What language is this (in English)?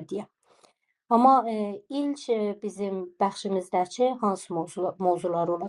South Azerbaijani